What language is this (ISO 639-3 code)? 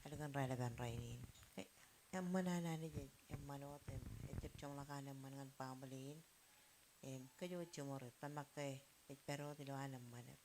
mah